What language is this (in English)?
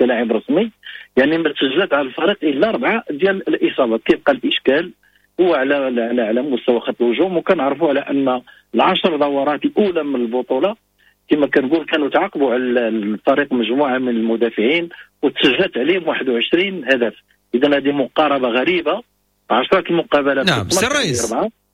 Moroccan Arabic